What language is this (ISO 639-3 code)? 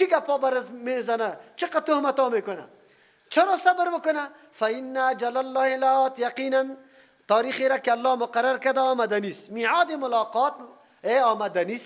fas